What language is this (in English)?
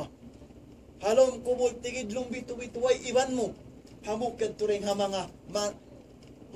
Tausug